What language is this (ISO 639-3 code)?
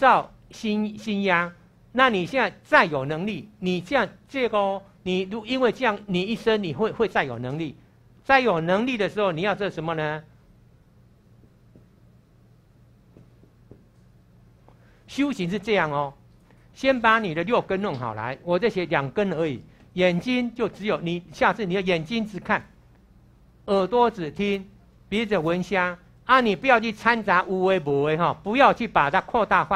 zho